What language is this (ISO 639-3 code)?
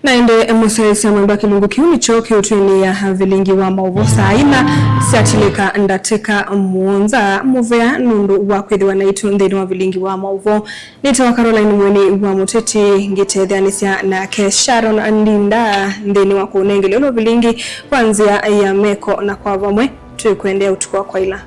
kam